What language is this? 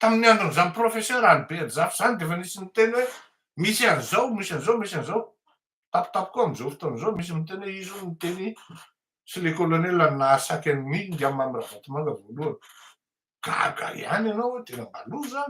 Malagasy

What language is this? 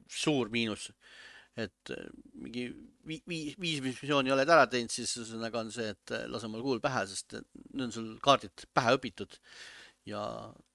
Estonian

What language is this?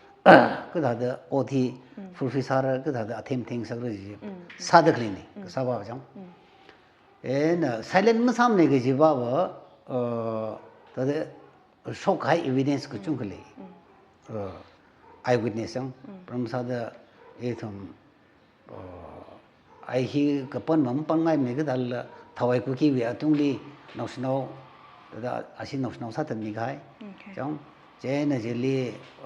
Tangkhul Naga (India)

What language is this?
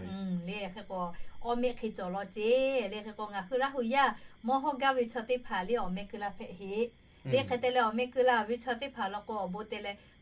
Lahu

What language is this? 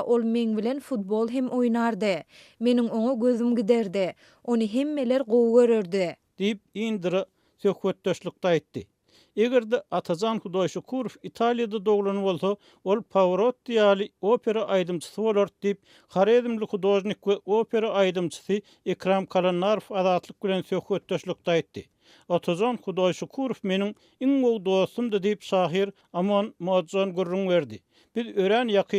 Turkmen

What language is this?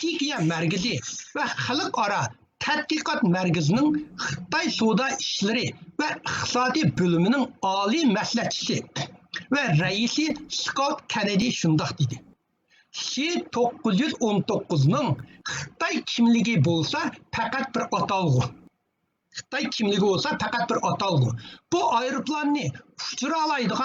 Uyghur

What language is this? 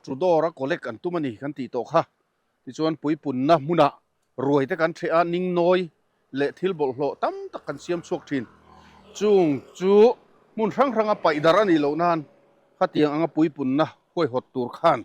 Mizo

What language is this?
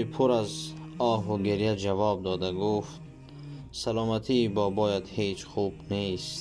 Tajik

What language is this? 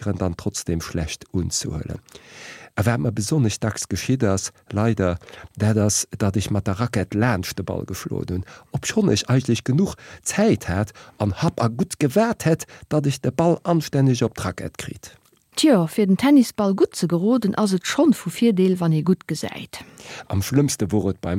Luxembourgish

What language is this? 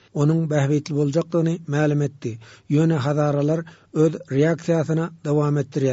Turkmen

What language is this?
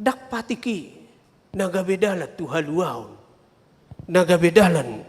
Batak Toba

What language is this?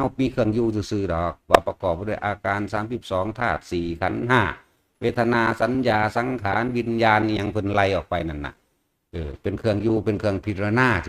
Northeastern Thai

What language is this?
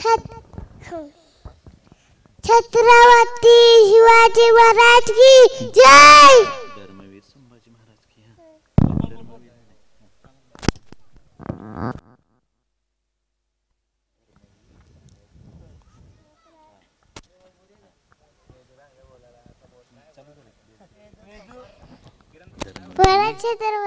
Marathi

